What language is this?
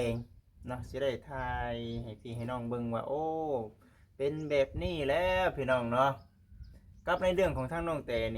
Lao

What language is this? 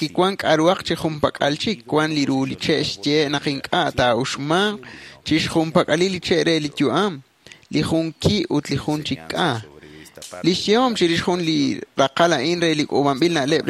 Kekchí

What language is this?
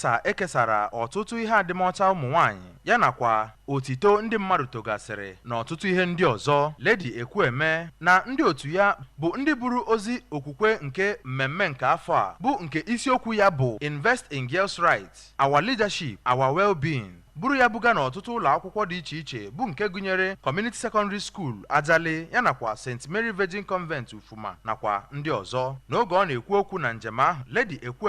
Igbo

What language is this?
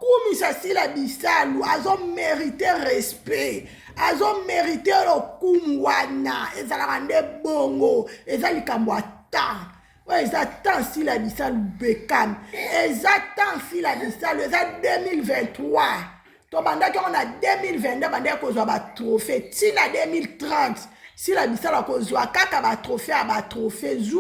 Lingala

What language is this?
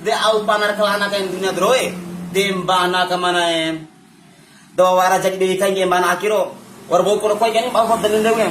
Bima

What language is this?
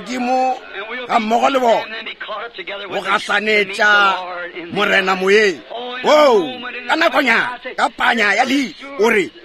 Northern Sotho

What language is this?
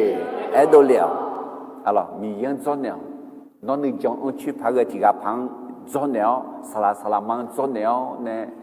Akha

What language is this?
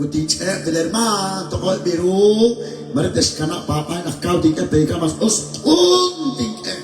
Kekchí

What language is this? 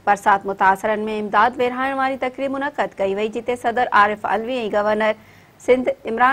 Sindhi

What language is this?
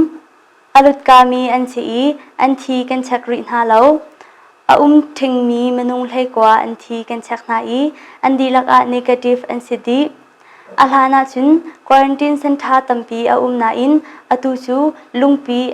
Hakha Chin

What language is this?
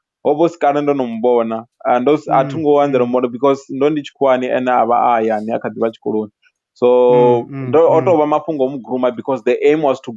Venda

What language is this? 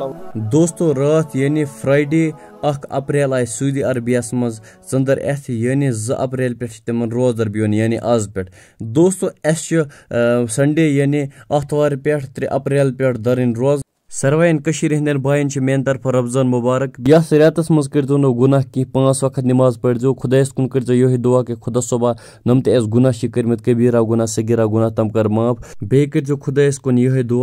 Kashmiri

